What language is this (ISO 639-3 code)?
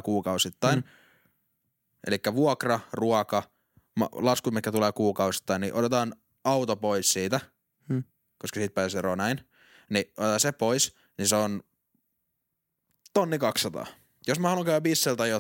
fin